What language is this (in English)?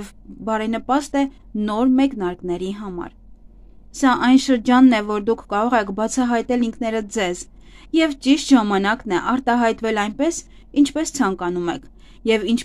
Armenian